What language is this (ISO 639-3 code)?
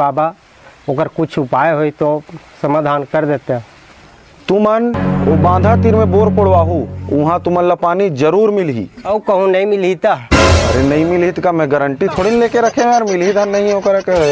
hne